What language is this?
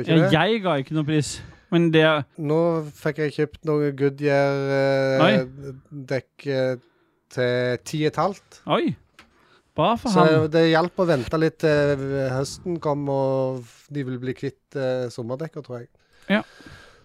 Norwegian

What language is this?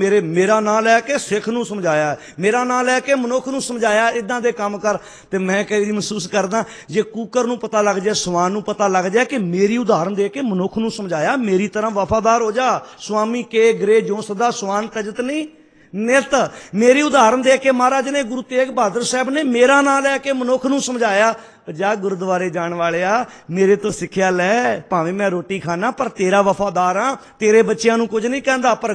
Punjabi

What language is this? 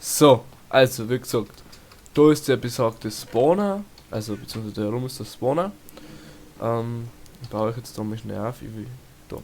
Bavarian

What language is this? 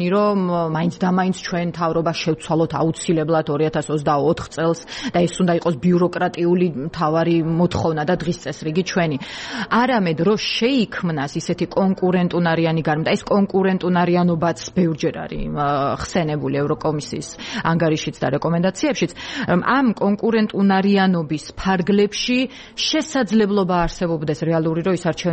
Georgian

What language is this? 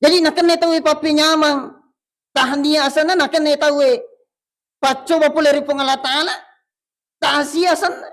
Buginese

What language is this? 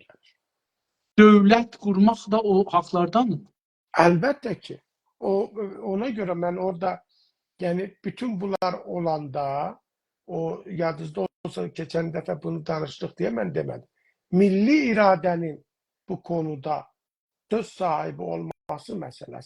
South Azerbaijani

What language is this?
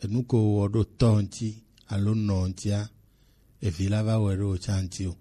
Gen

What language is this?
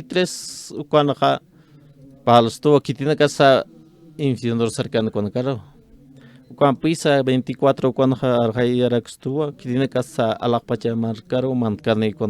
Aymara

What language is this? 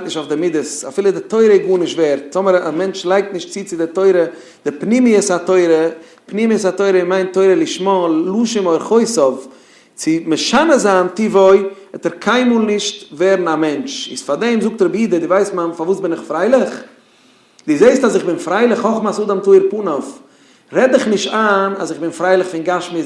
Yiddish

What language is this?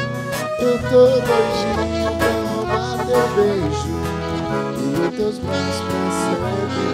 Portuguese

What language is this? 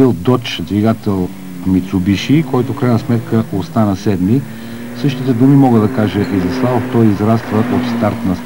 Bulgarian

